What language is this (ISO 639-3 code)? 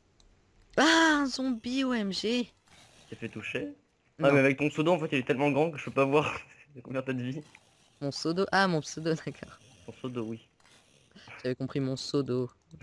fra